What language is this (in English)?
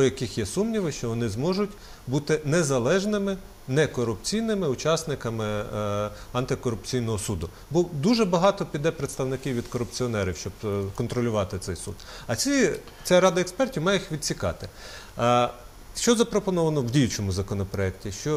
Ukrainian